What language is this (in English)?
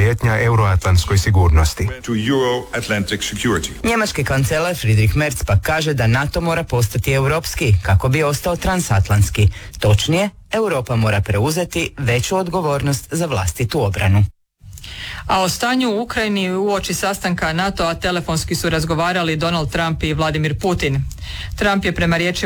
Croatian